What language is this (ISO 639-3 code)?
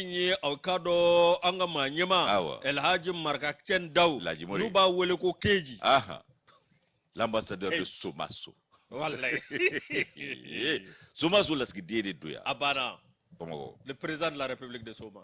bam